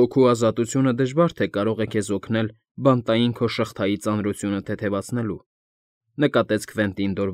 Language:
Armenian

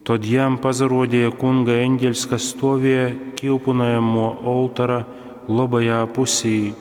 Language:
Latgalian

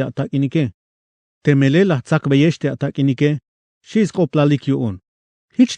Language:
Tzeltal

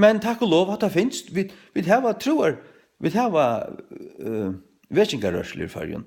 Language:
Faroese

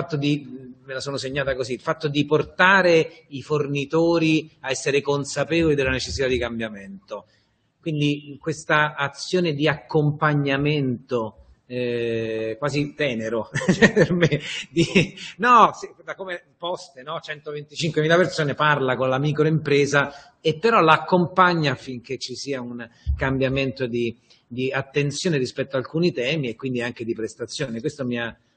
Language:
Italian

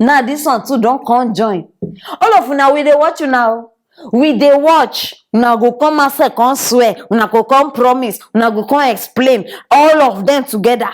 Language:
Nigerian Pidgin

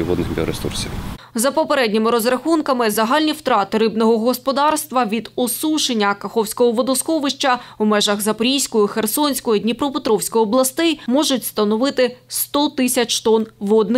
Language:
Ukrainian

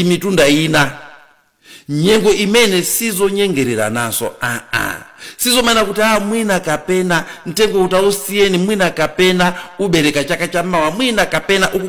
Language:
Nyanja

